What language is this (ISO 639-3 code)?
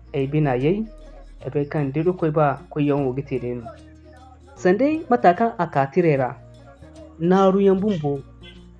dje